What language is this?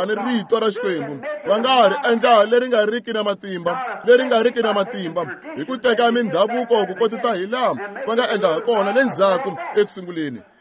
Tsonga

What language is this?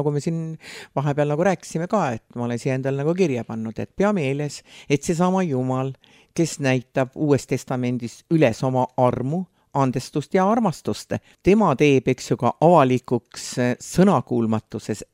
Estonian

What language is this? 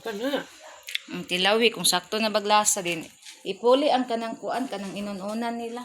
Cebuano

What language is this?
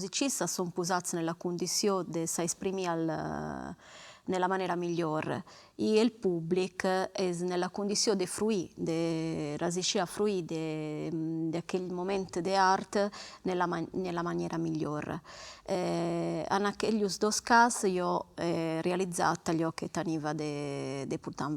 Sardinian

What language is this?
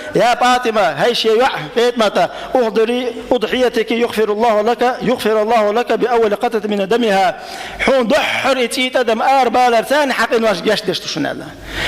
Chechen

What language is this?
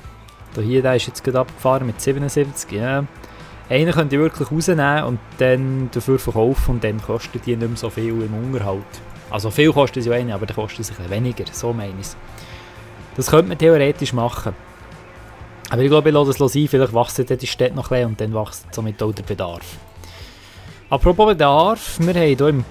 German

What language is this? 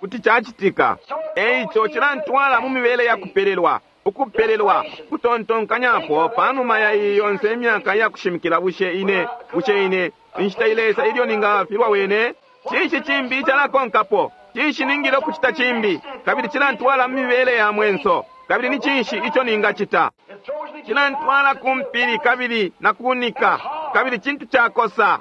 Bemba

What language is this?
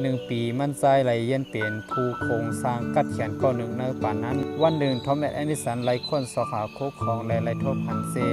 Shan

